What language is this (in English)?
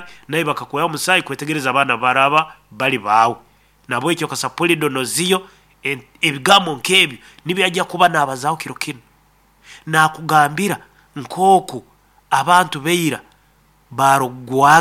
Nyoro